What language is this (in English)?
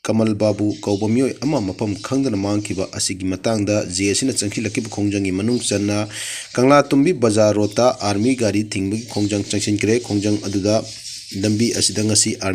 Manipuri